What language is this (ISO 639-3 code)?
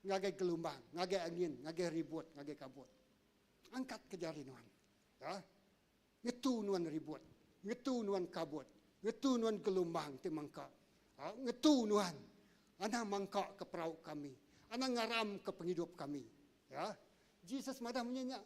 iba